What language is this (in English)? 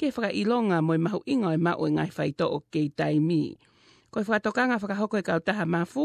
Tongan